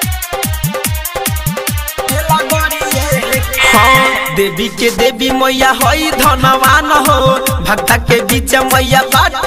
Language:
Bhojpuri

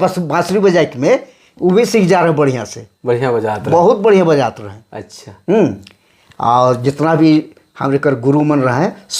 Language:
Sadri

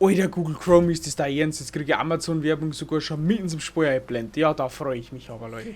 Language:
Bavarian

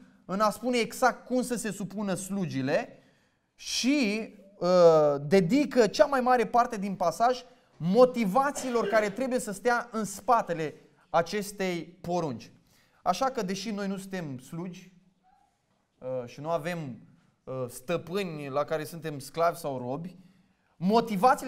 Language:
Romanian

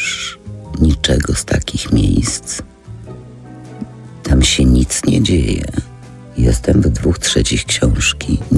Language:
Polish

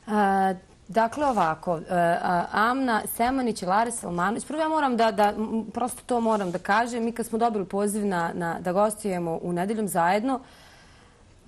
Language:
Bosnian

